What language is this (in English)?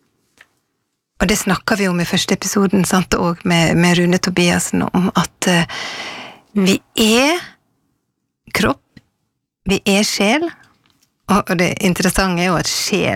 Norwegian